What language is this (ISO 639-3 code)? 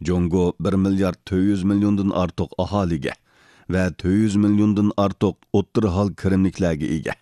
uig